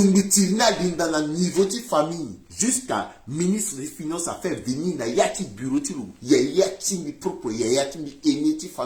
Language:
Sango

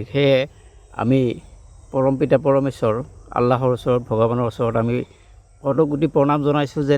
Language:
Assamese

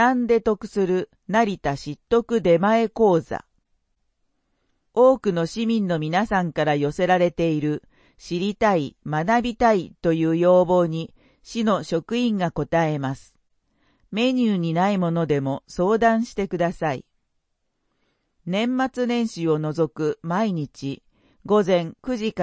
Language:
Japanese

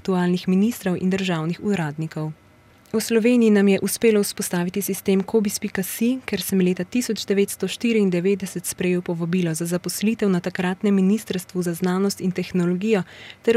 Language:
Slovenian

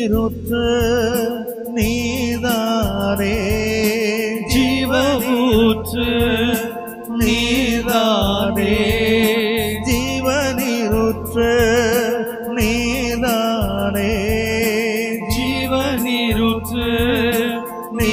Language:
Tamil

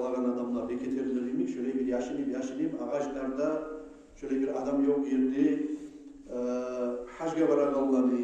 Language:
Kumyk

